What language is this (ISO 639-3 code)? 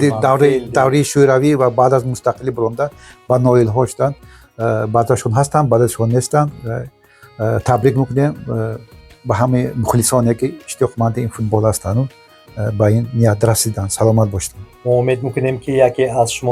tgk